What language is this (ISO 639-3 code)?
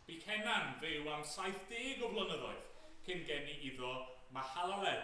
cym